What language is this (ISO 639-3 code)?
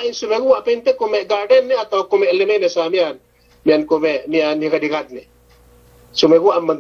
yka